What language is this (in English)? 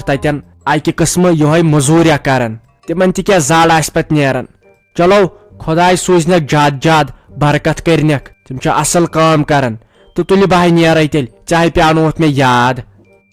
Kashmiri